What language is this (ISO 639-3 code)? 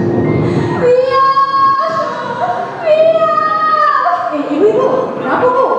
msa